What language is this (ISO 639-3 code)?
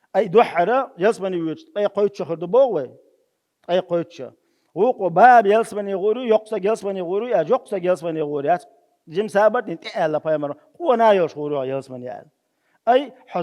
che